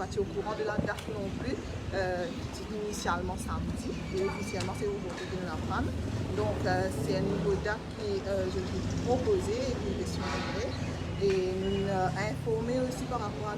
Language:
Morisyen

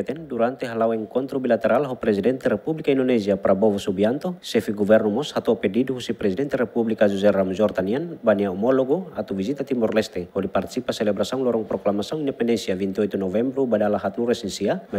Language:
Tetum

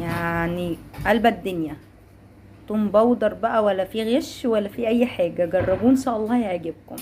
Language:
Egyptian Arabic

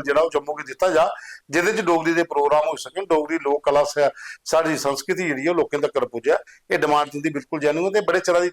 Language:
Dogri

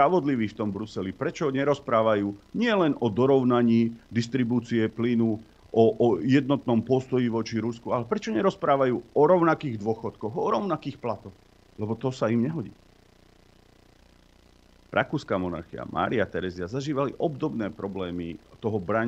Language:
Slovak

